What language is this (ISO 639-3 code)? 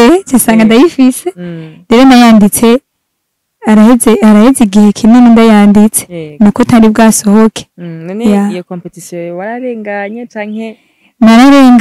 run